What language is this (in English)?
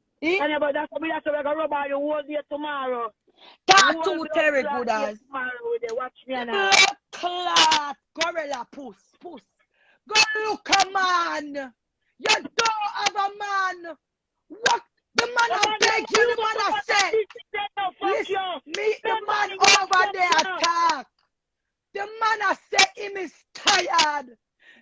Jamaican Creole English